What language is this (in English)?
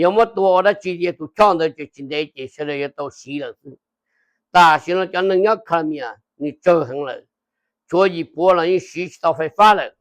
Hmong